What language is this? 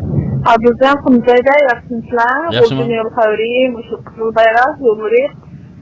Uyghur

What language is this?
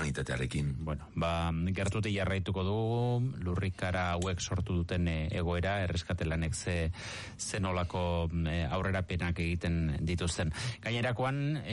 Basque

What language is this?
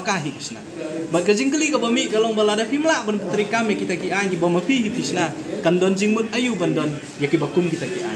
Khasi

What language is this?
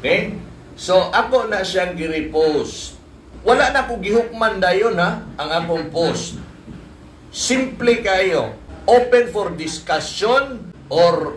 Cebuano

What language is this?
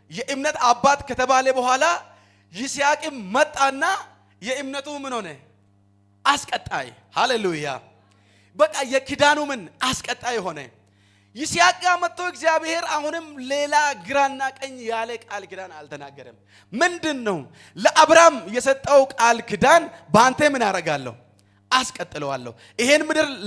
Amharic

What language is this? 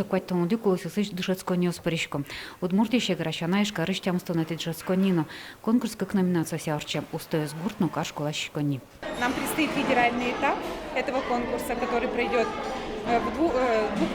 Udmurt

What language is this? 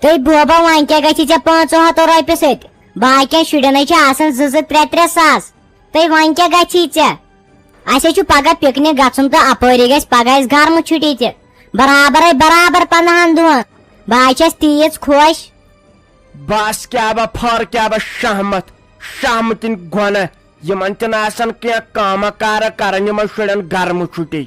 Kashmiri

